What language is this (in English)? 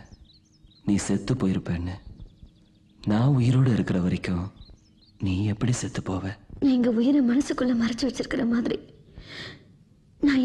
Tamil